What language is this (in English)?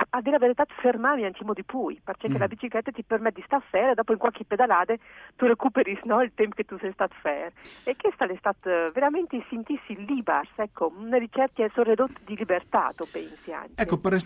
Friulian